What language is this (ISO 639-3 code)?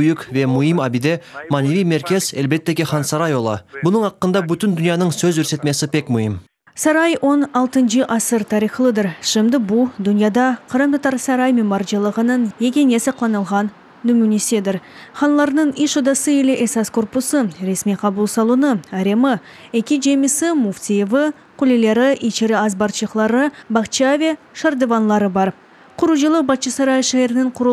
crh